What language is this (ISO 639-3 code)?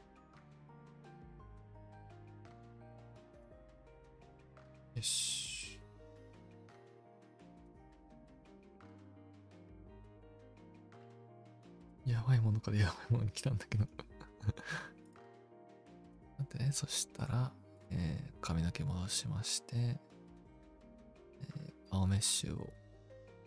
jpn